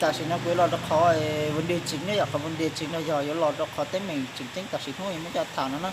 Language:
Hmong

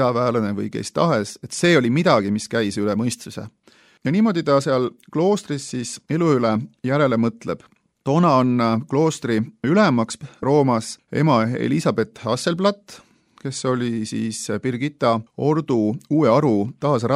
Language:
Estonian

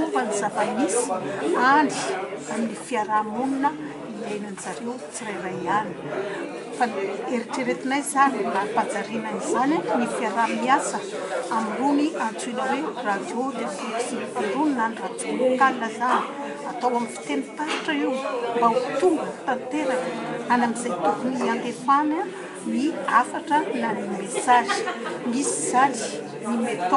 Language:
Malagasy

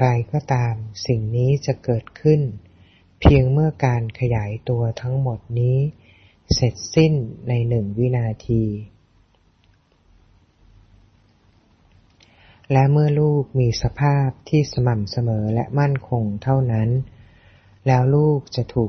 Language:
Thai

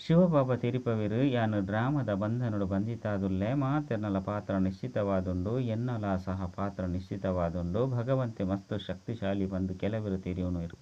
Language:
Tulu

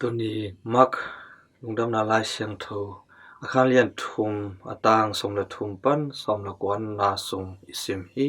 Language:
Tedim Chin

